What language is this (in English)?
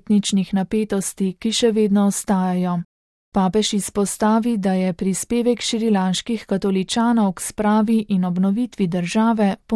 Slovenian